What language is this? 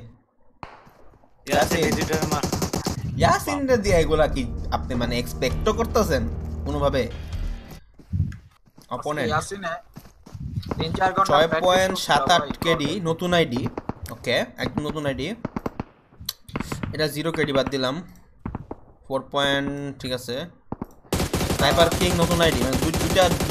Bangla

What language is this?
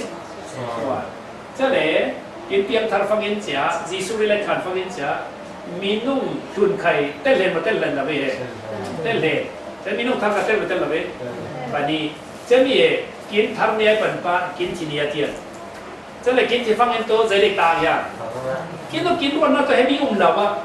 Falam Chin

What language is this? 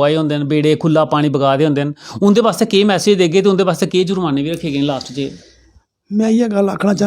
Dogri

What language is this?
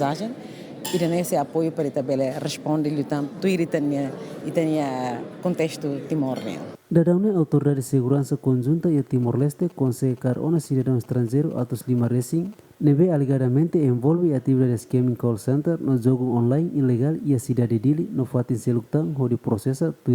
Tetum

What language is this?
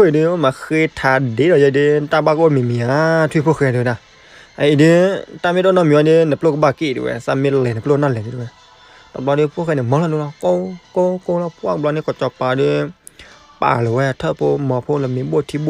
S'gaw Karen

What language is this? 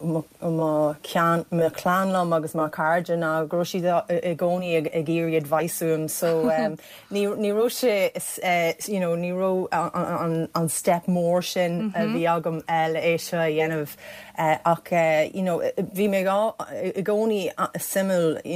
Irish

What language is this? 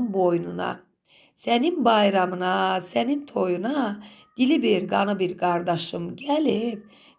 Azerbaijani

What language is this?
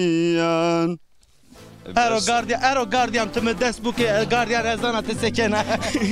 Zaza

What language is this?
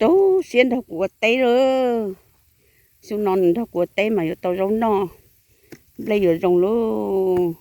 Hmong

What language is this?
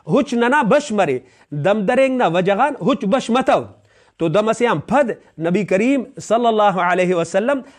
Brahui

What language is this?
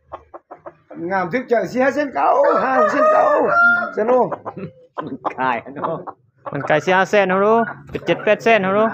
Lao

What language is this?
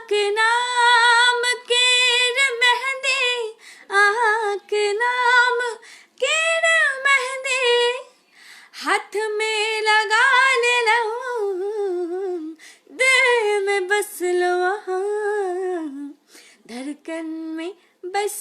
Maithili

